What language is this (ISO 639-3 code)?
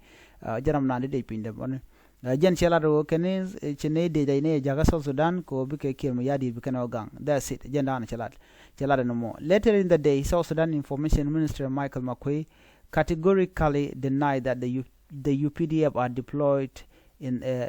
nus